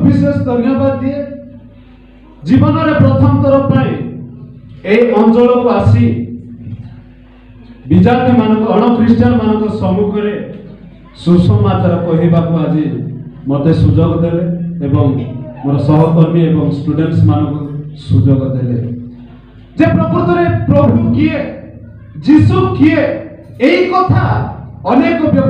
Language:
Odia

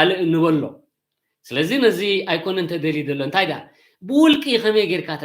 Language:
Tigrinya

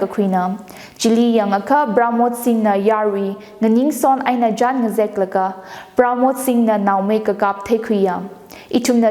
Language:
Tangkhul Naga (India)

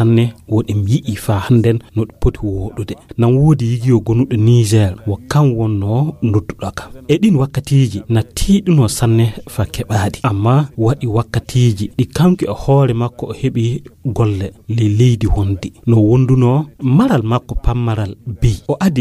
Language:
Fula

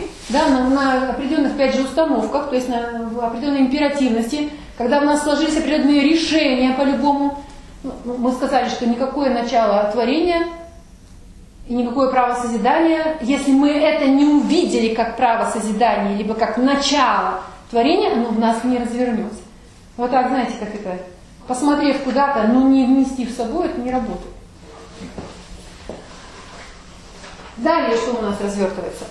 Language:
Russian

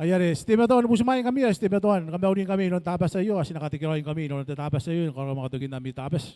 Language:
Gilbertese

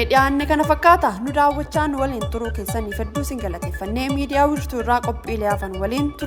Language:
Oromo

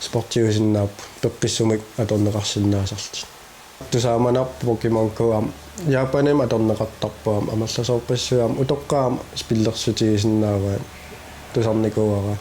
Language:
Kalaallisut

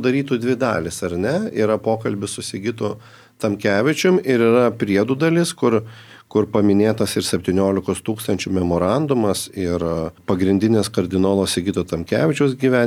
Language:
Lithuanian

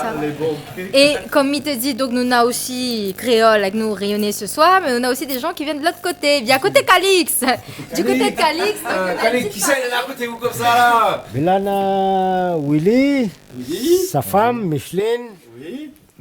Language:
Réunion Creole French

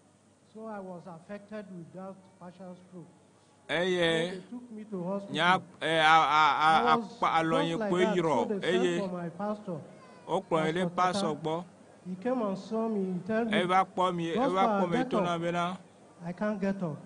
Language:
Ewe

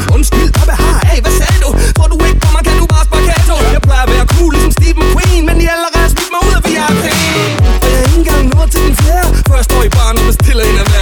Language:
Danish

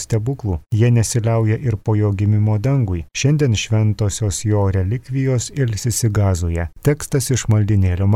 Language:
Lithuanian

